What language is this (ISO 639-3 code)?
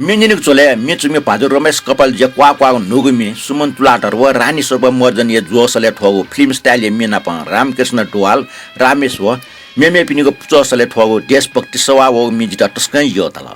new